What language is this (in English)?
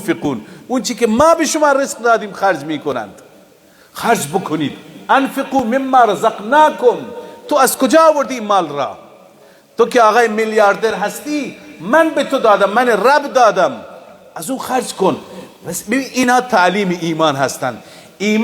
Persian